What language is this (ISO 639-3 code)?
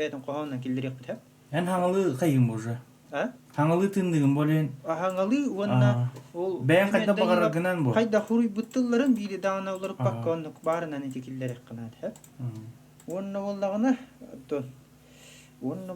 sah